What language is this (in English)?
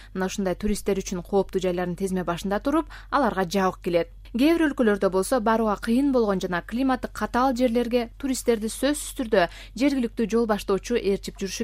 Kyrgyz